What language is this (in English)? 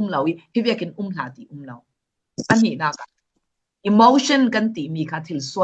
Falam Chin